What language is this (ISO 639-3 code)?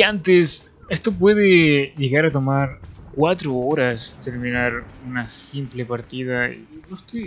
spa